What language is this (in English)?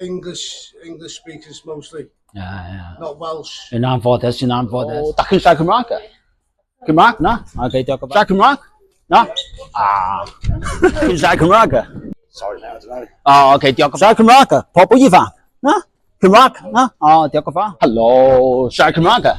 Welsh